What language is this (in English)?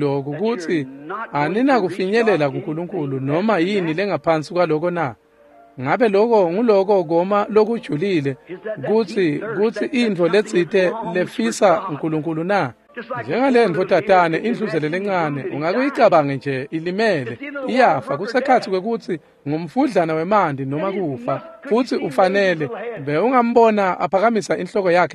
Swati